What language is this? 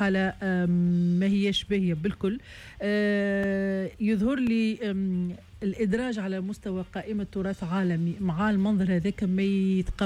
Tunisian Arabic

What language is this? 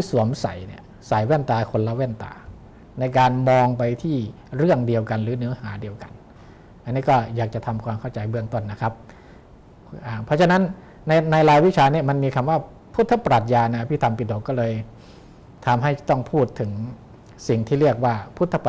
Thai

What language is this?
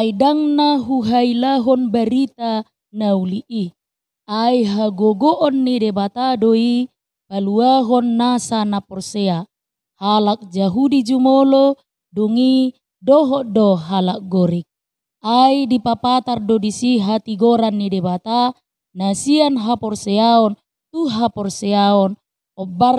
Batak Toba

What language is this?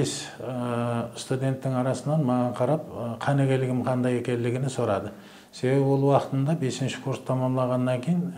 Kara-Kalpak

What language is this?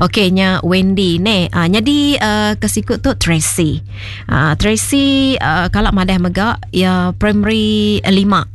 Iban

